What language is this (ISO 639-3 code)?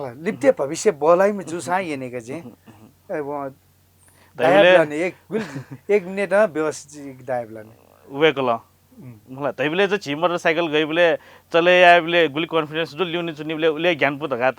new